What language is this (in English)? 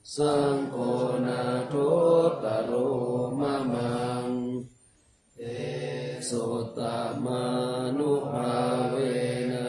Pali